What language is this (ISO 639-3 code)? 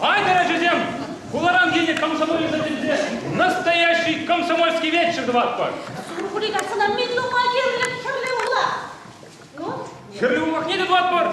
chv